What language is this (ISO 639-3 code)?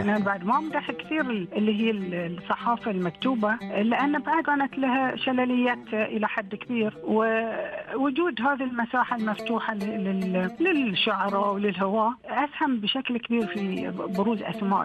ars